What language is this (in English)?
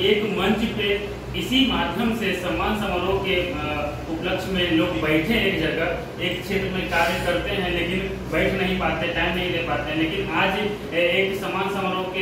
Hindi